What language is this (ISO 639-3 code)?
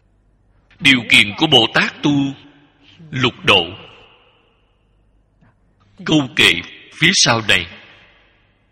vie